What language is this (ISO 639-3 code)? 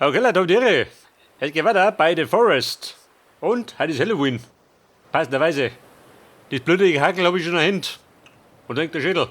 bar